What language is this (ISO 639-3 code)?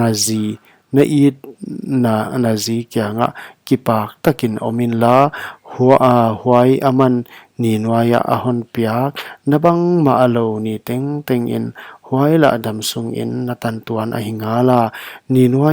pck